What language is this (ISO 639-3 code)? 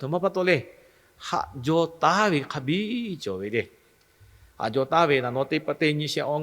lhu